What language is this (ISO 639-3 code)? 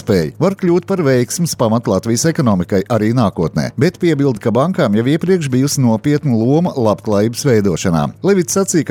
lav